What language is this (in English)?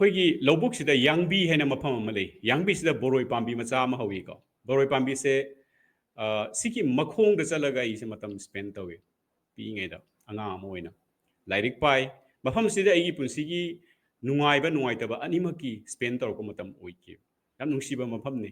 Manipuri